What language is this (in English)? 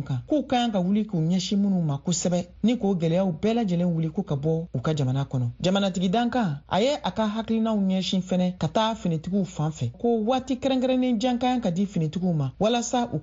Bambara